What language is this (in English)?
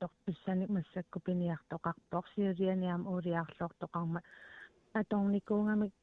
Kalaallisut